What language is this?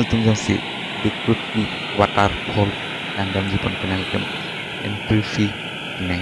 Karbi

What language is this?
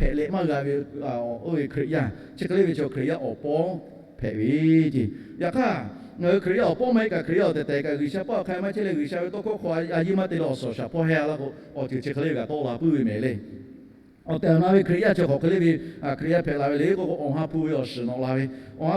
Lahu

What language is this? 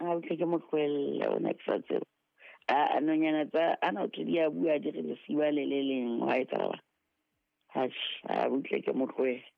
Southern Sotho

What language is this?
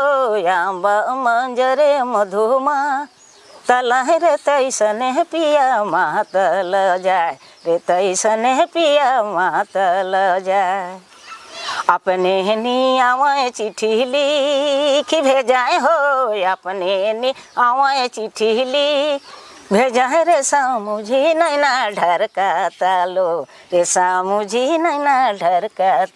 Sadri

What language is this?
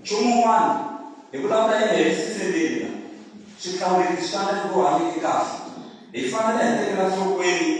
Tsonga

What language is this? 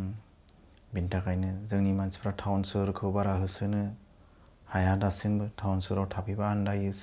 Bodo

